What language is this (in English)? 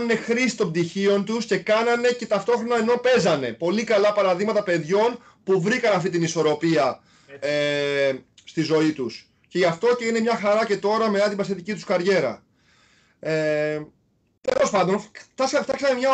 Greek